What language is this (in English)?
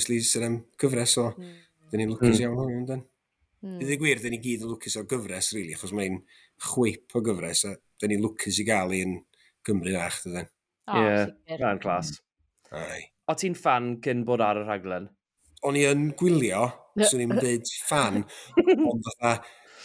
Welsh